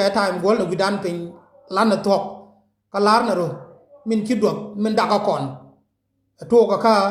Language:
Nuer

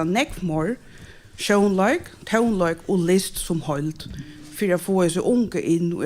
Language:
Faroese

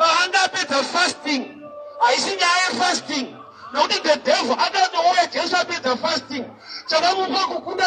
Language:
Shona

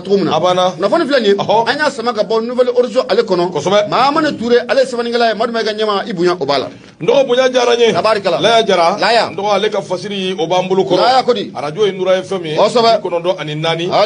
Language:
Bambara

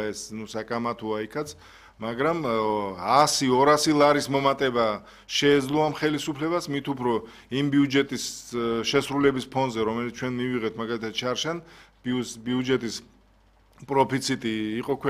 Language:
Georgian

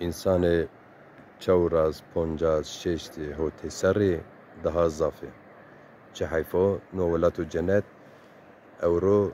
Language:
Zaza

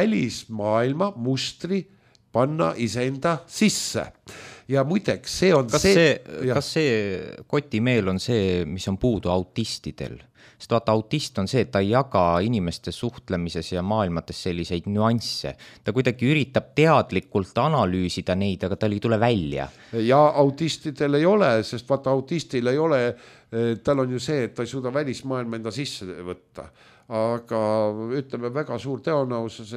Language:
Estonian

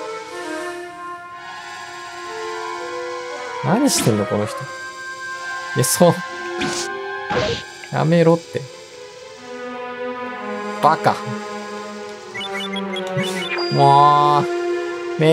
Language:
Japanese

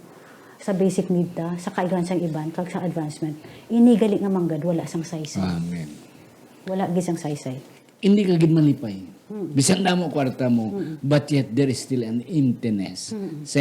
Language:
Hiligaynon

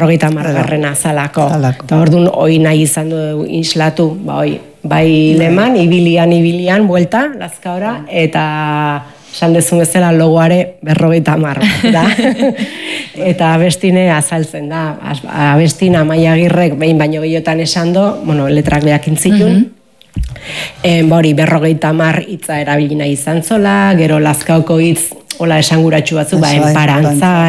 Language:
Basque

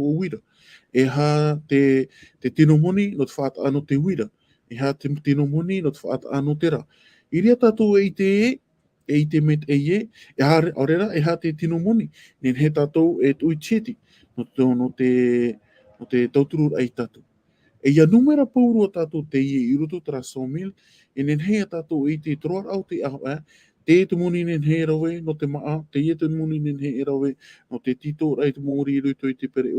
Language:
Tahitian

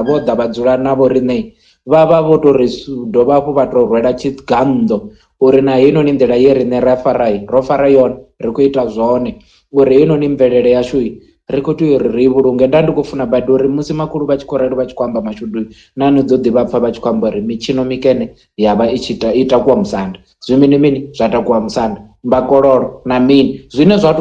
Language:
Venda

